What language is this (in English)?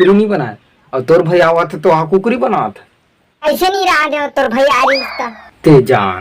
Chhattisgarhi